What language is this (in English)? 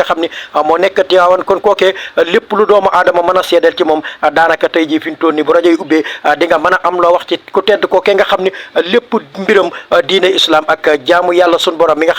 Wolof